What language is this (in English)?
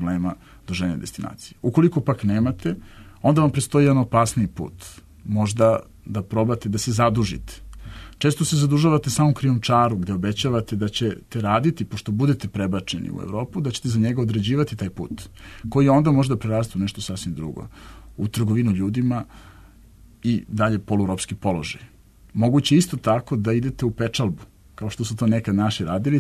Serbian